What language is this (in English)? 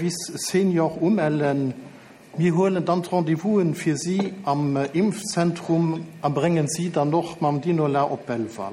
Luxembourgish